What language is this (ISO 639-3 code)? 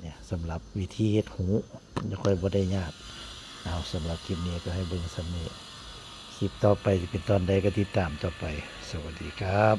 tts